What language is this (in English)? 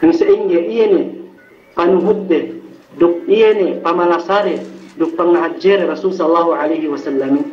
Yakan